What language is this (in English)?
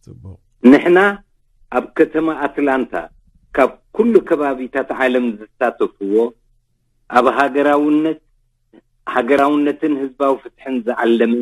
Tigrinya